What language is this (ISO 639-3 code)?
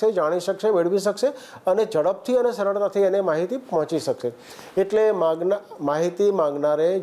guj